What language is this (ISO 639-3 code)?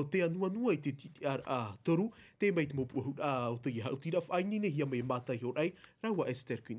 tah